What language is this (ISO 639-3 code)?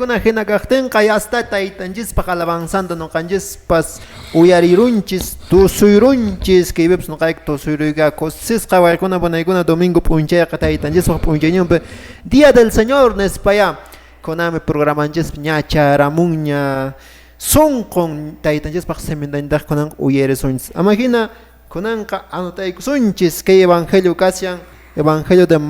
que